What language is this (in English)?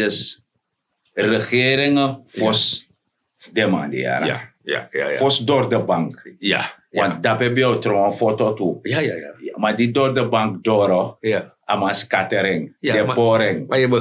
Sranan Tongo